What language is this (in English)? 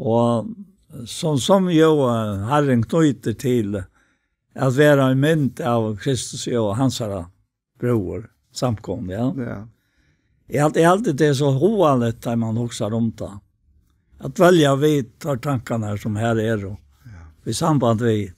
Faroese